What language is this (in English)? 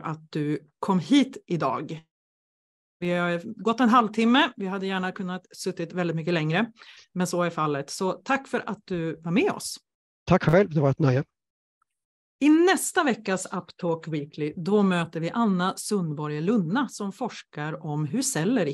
Swedish